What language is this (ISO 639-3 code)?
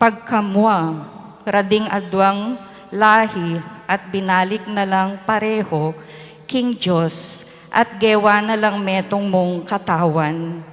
pam